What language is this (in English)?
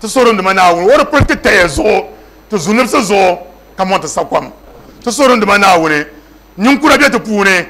Dagbani